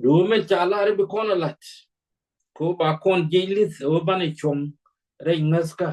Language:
Nuer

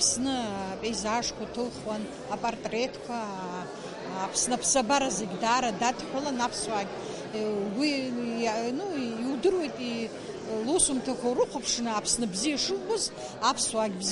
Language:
Abkhazian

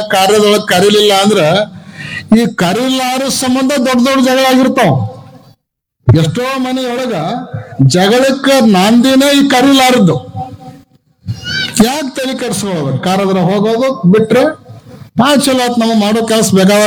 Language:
Kannada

